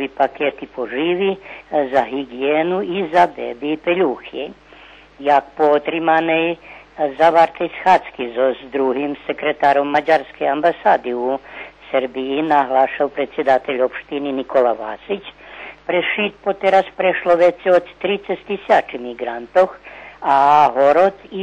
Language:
Rusyn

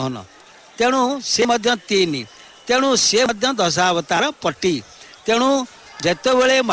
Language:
Odia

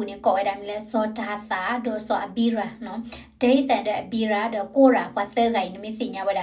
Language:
S'gaw Karen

